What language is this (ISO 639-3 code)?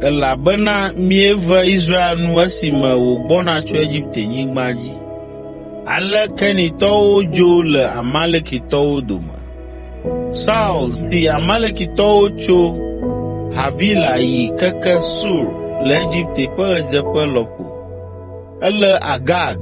ewe